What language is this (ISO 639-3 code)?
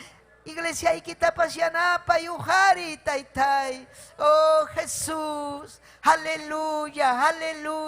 quy